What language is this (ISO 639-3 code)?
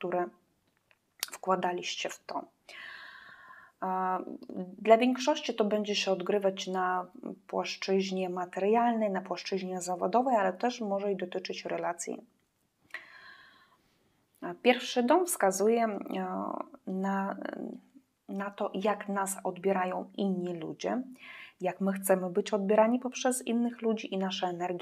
pol